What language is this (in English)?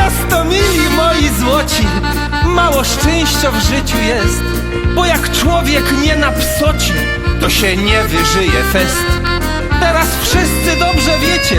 Silesian